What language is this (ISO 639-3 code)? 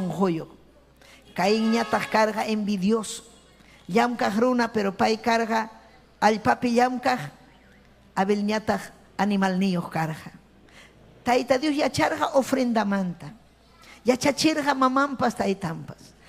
quy